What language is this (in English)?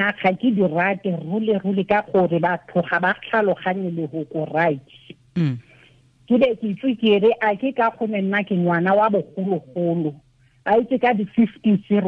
Tswana